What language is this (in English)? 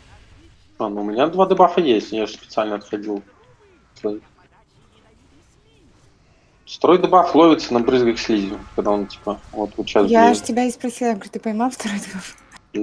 Russian